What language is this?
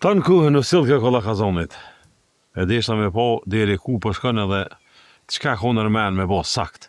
Albanian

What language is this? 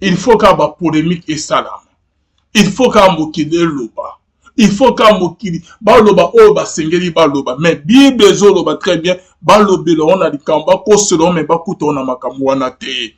Lingala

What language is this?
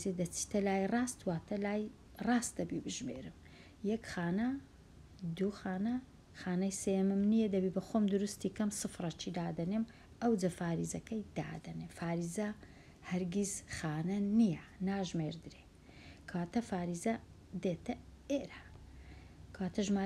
Central Kurdish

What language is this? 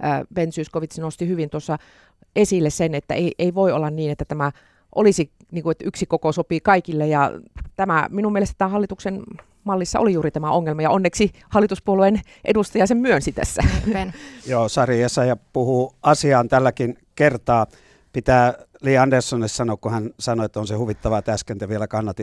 Finnish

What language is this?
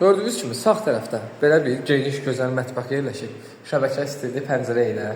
Azerbaijani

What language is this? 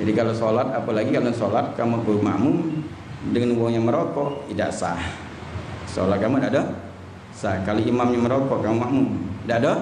Musi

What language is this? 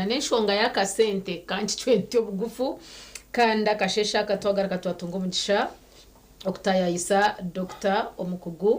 Nyankole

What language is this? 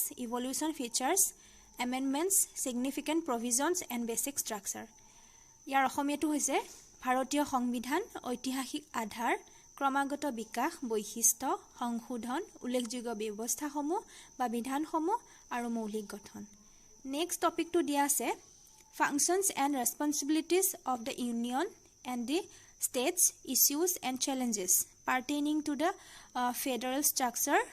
Assamese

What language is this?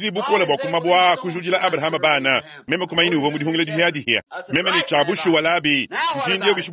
Luba-Lulua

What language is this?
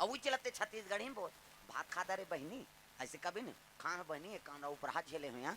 Chhattisgarhi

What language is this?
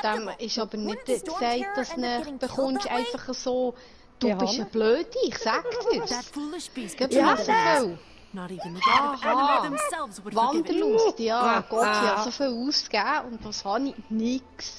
Swiss German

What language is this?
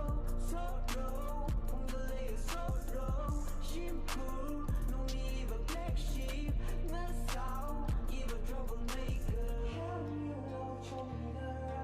Tangkhul Naga (India)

